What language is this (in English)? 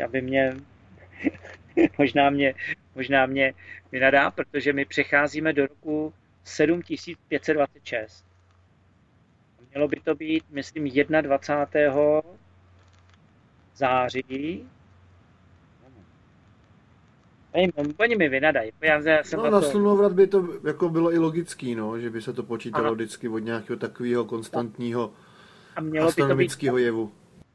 Czech